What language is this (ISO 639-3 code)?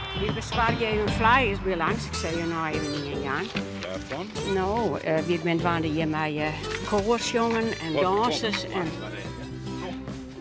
fry